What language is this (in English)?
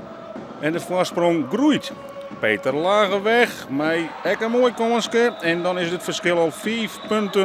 Western Frisian